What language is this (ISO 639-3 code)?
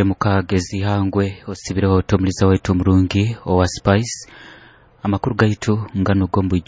nyo